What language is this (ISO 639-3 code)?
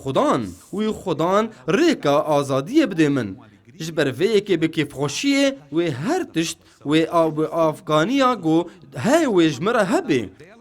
kur